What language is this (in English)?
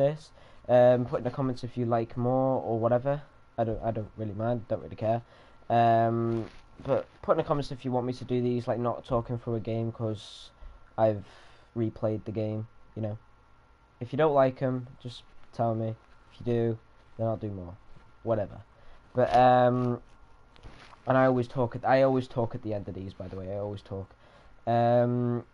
English